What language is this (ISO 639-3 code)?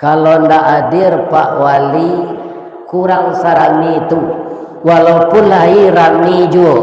min